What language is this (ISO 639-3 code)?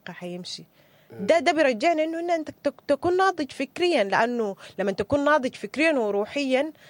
apd